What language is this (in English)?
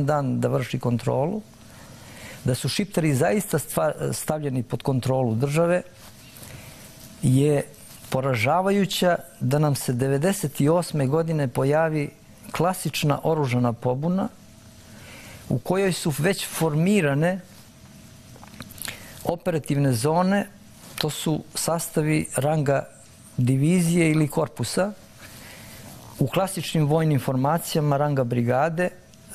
Serbian